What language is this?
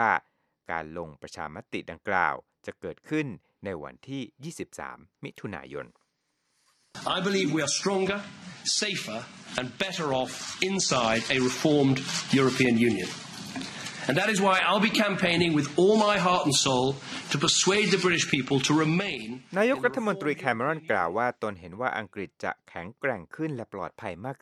Thai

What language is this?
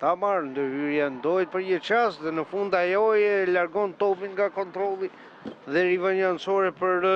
Albanian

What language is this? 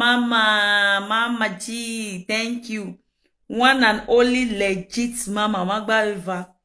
Nigerian Pidgin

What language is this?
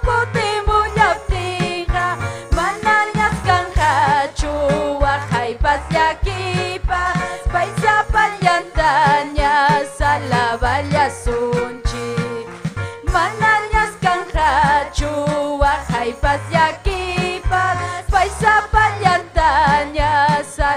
Ayacucho Quechua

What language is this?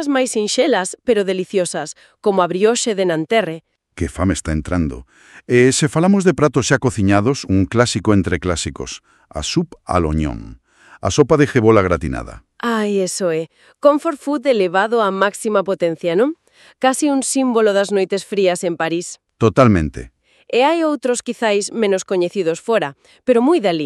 Galician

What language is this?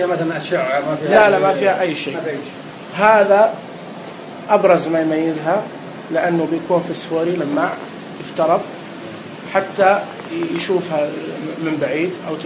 Najdi Arabic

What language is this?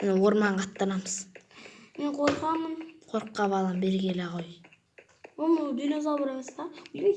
Kazakh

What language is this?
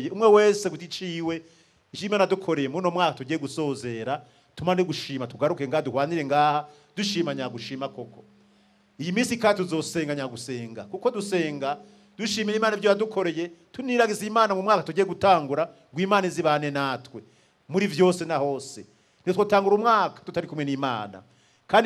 Rundi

